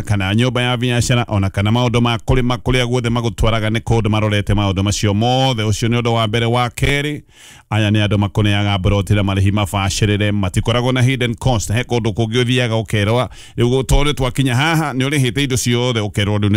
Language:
Kikuyu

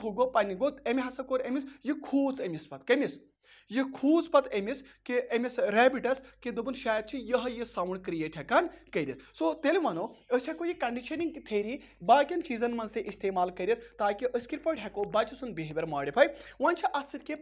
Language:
Kashmiri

